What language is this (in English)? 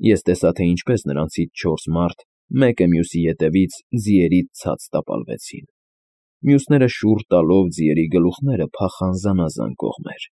Armenian